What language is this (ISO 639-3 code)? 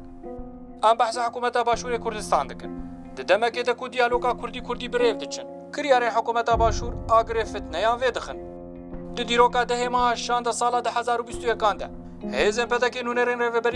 kur